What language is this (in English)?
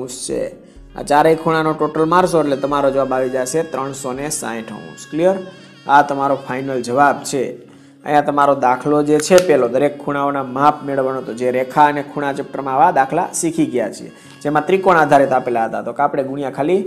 Gujarati